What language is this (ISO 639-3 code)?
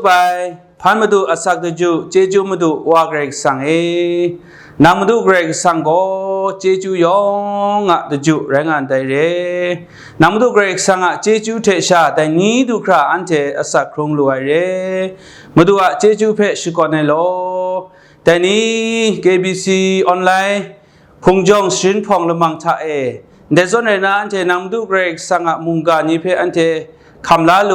kac